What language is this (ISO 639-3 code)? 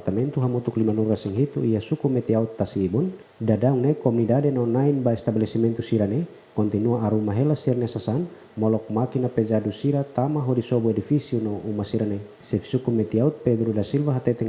tet